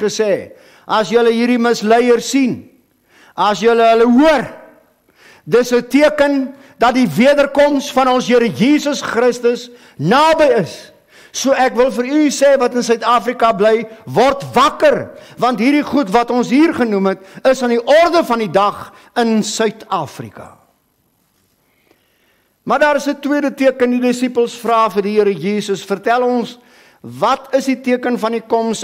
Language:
Afrikaans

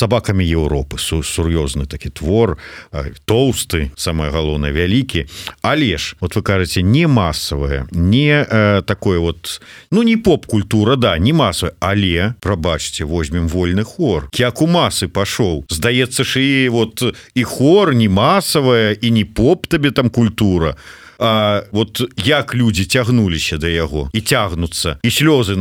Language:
Belarusian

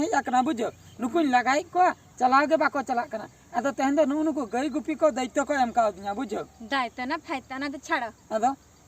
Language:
Santali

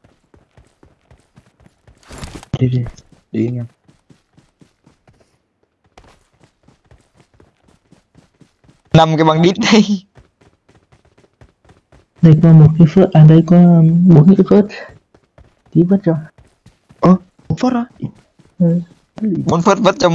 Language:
Vietnamese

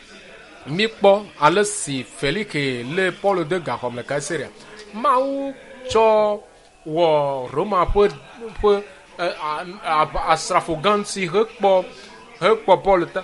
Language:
Ewe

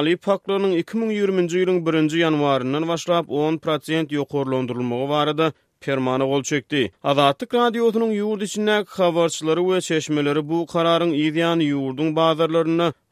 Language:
Turkmen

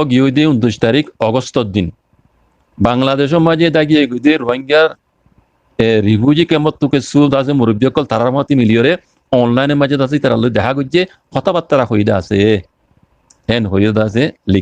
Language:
Rohingya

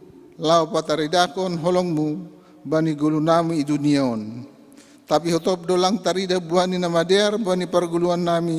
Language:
Batak Simalungun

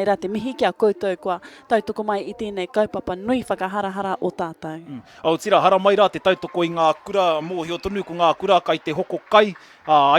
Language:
Māori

